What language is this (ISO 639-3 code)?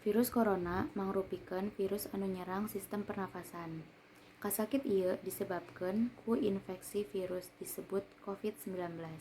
sun